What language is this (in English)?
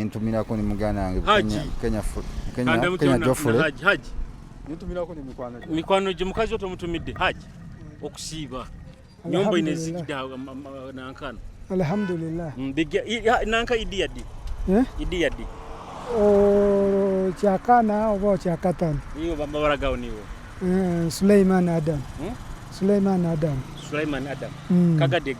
Nyoro